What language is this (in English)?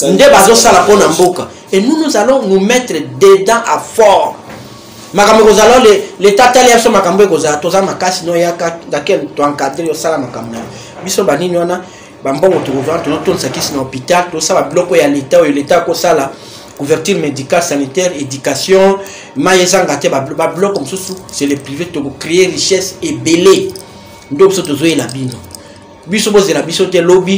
Lingala